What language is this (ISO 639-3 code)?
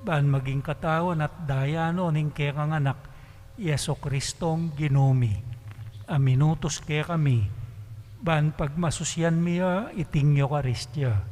pam